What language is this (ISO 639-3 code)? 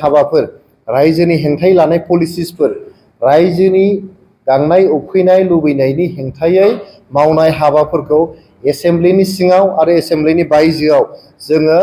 brx